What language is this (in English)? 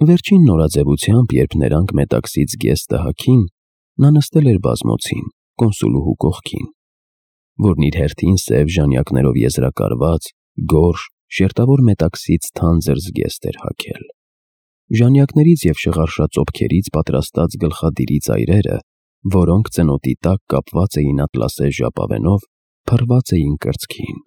Armenian